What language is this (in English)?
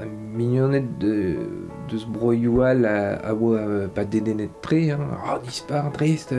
Breton